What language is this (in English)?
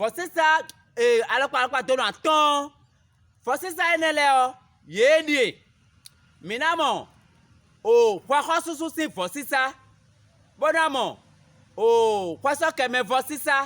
Fon